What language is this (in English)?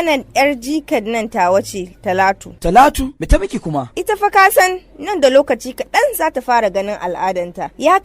Hausa